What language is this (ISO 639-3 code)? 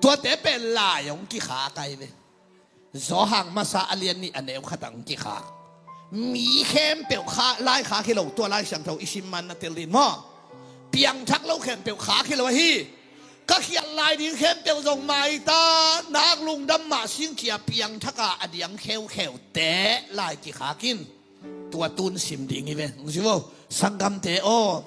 ctd